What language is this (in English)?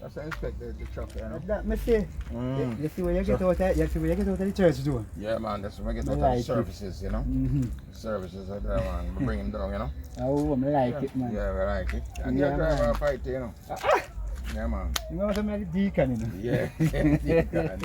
Jamaican Creole English